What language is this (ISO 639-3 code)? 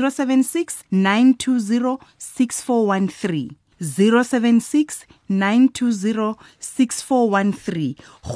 tsn